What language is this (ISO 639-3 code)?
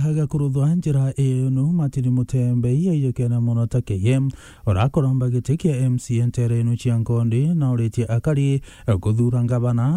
mer